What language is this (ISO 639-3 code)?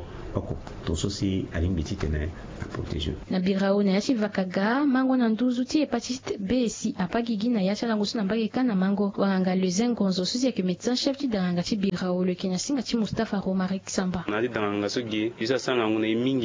sag